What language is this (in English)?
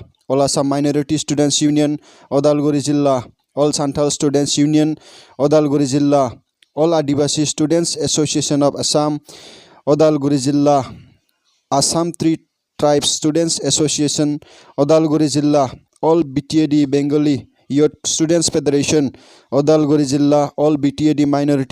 Bodo